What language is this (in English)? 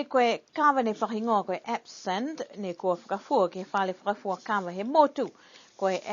Niuean